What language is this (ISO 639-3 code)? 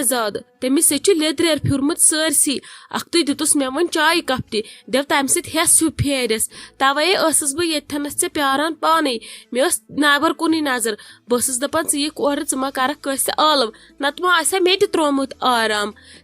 kas